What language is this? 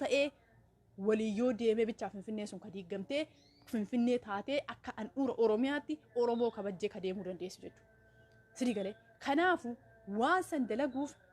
Oromo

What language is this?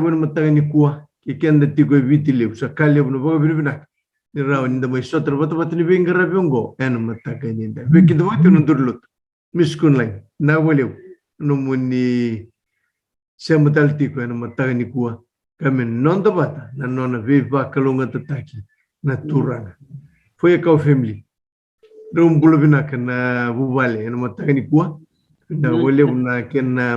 Fijian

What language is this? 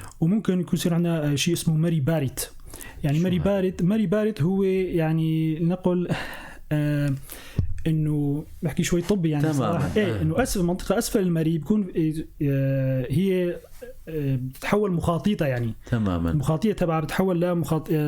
North Levantine Arabic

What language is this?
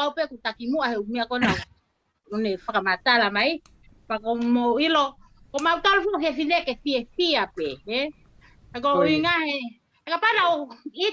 Tongan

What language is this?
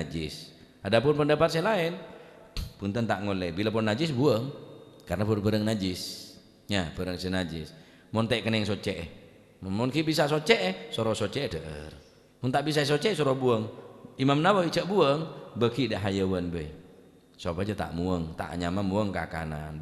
Madurese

